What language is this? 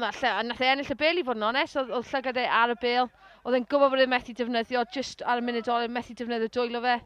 Welsh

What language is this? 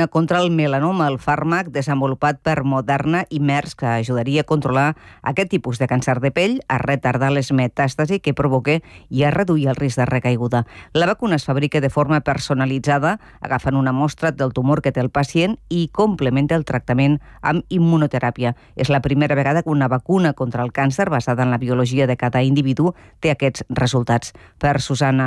Catalan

